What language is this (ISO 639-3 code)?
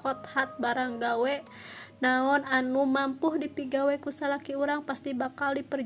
sun